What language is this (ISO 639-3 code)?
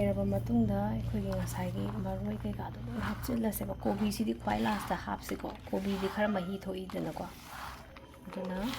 mni